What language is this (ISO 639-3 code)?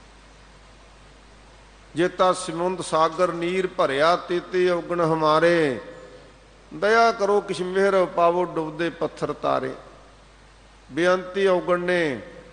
pan